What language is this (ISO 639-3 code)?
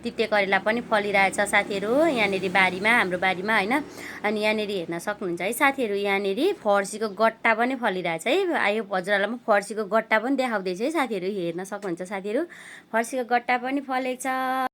nep